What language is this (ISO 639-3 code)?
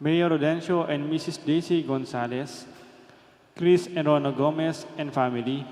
pam